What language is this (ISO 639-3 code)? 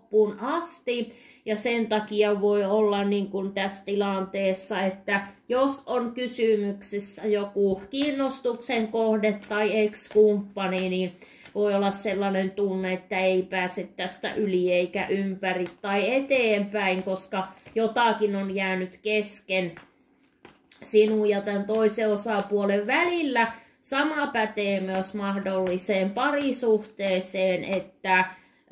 fin